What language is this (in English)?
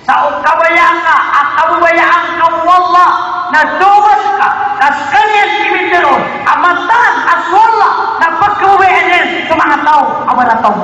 Maranao